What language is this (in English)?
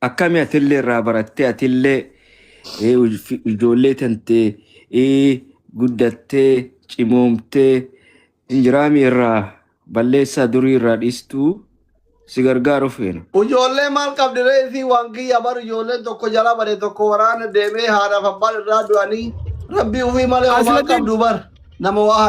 Oromo